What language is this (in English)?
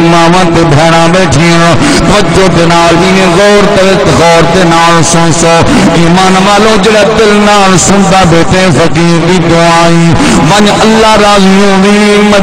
Saraiki